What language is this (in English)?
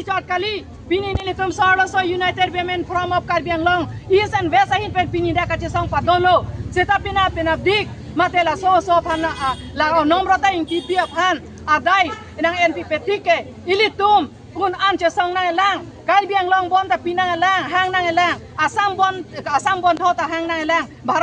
Karbi